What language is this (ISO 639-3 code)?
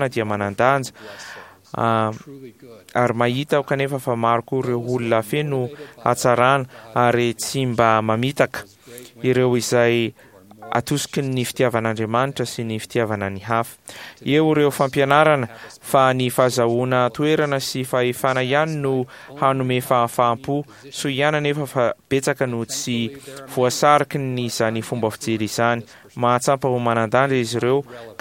mlg